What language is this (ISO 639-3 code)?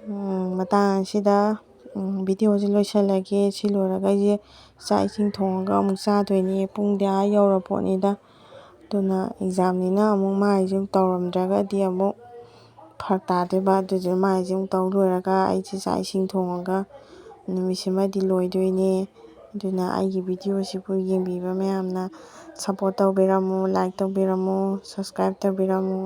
mni